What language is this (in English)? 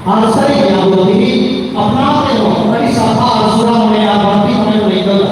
Santali